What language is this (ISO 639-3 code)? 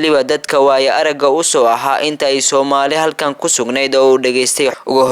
som